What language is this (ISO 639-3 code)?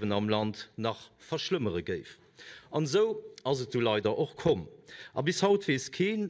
ltz